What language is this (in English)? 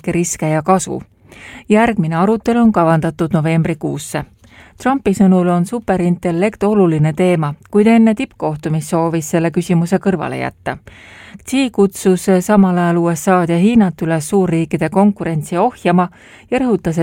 Estonian